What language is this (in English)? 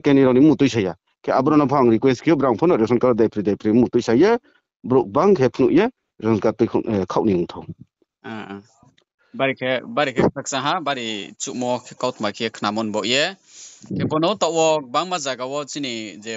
Riang (India)